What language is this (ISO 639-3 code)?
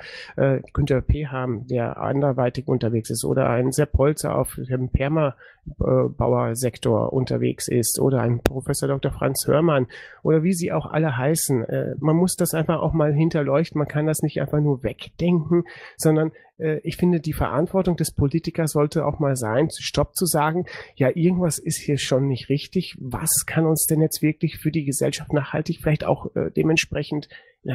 deu